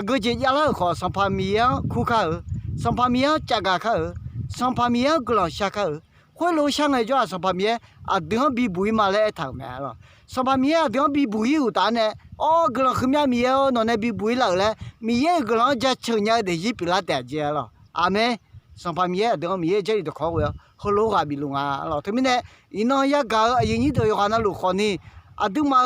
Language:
Akha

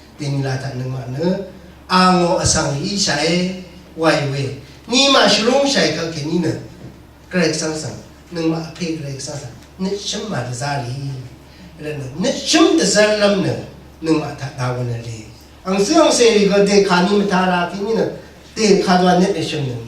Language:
Rawang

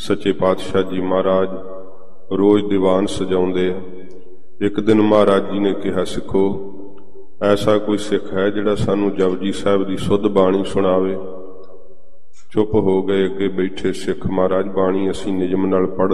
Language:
Punjabi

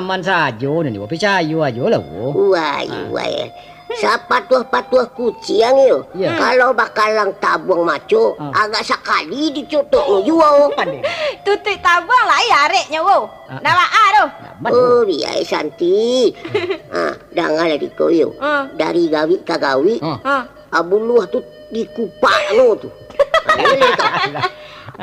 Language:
Minangkabau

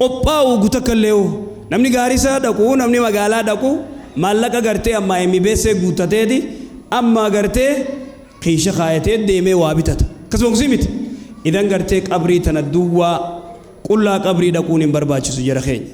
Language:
Oromo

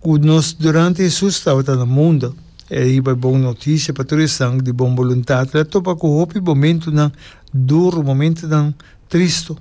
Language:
Papiamento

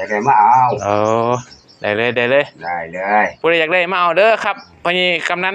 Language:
Lao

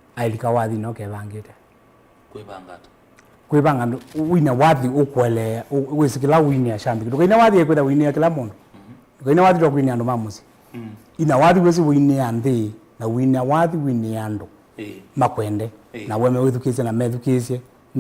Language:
Kamba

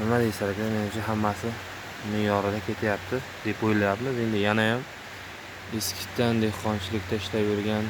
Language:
Uzbek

